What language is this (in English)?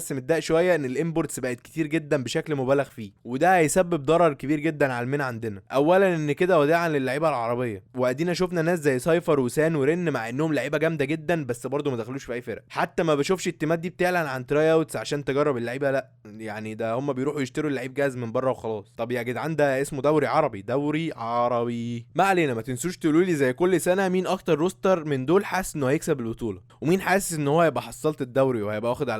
Egyptian Arabic